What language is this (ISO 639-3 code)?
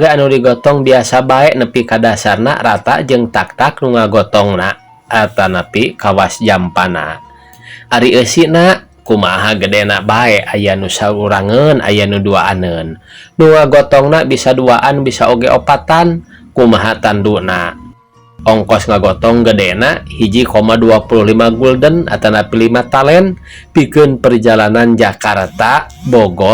sun